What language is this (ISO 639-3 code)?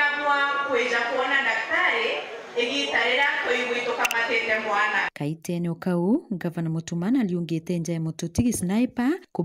mer